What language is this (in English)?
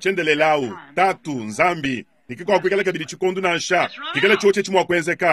Luba-Lulua